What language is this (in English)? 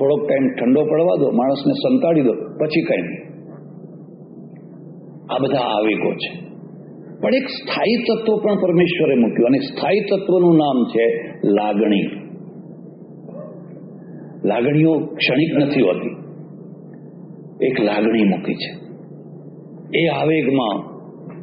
Gujarati